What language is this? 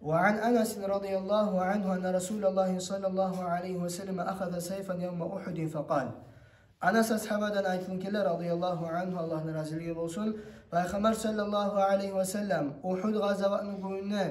Kumyk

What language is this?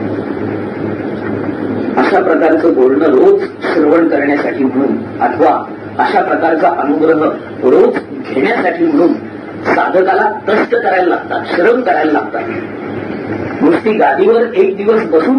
Marathi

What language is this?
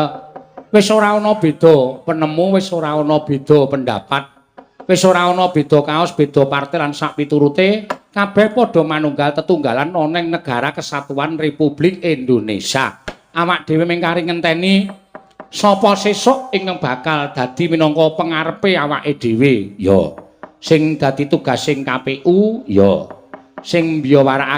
Javanese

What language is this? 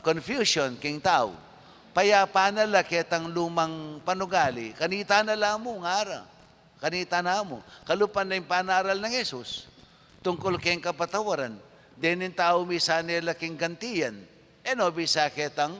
Pampanga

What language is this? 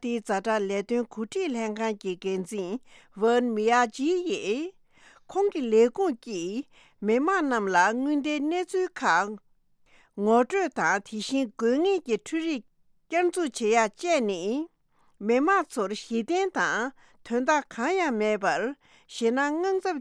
Tibetan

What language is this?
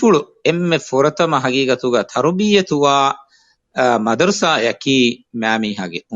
Divehi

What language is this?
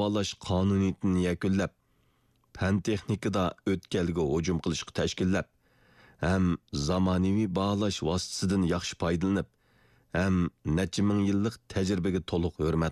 Uyghur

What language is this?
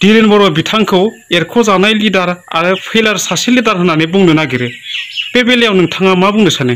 Bodo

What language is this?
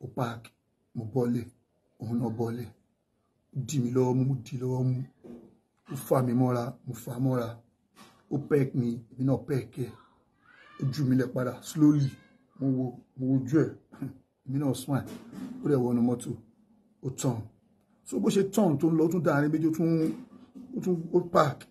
Yoruba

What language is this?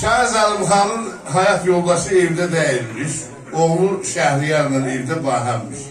South Azerbaijani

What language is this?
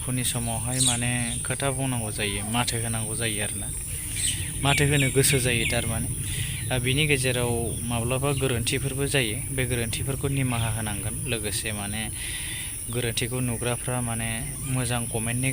Bodo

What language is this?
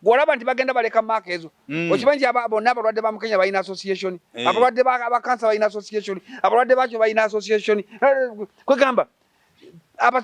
Ganda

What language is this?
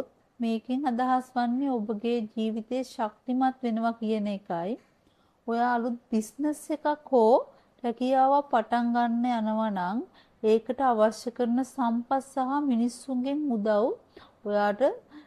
Sinhala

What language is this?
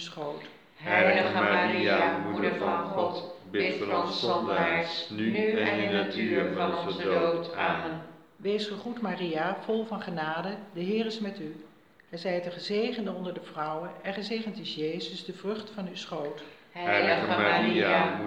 Dutch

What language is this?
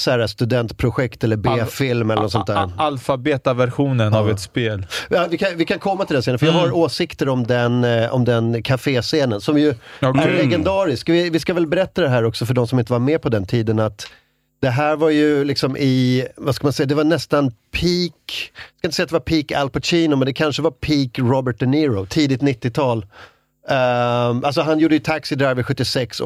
Swedish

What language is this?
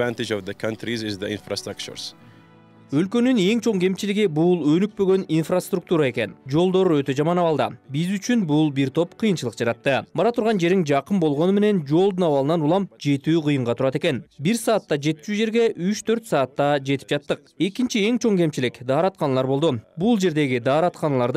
Kyrgyz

